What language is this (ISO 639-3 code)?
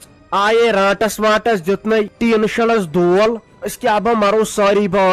kas